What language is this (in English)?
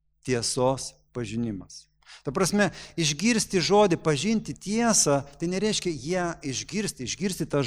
Lithuanian